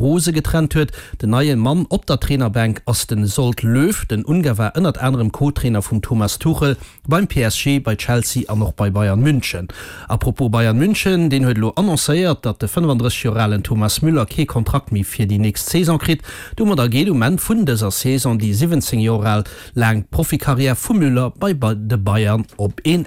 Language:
Luxembourgish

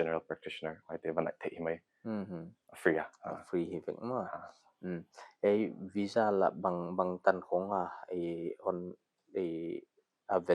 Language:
Paite Chin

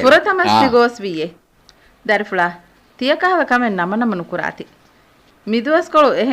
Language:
Divehi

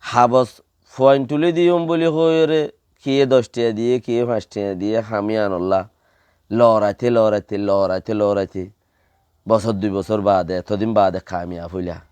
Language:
Rohingya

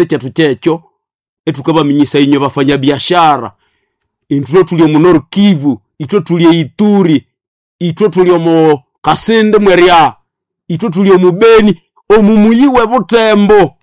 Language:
Nande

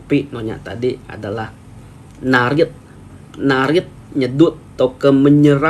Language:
Iban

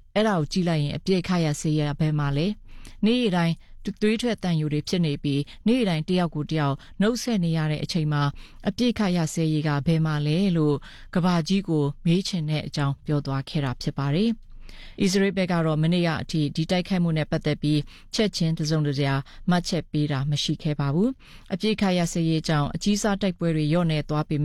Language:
Burmese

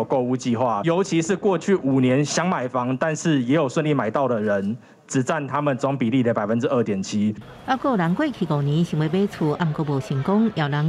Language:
Min Nan Chinese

